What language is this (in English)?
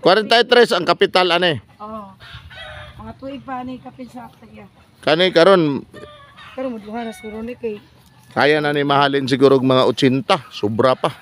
Cebuano